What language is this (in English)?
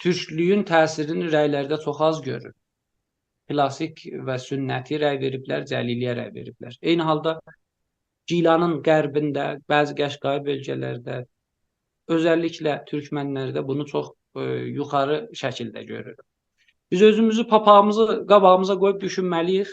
South Azerbaijani